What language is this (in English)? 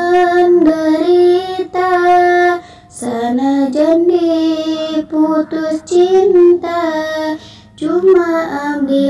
Sundanese